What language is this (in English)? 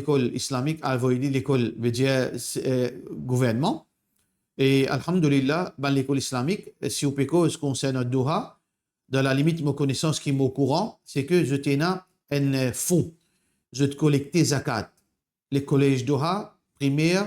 Morisyen